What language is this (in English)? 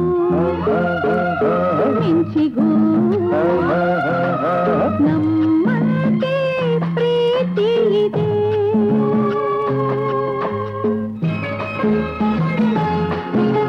Kannada